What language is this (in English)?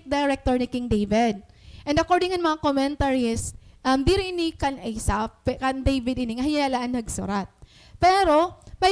Waray